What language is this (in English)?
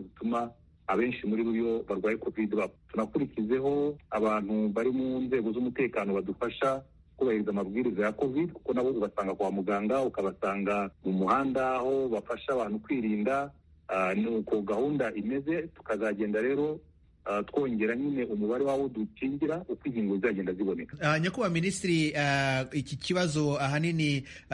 Kinyarwanda